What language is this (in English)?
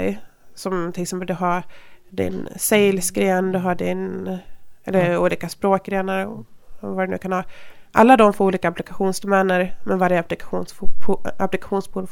Swedish